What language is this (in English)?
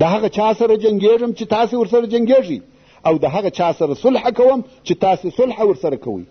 Pashto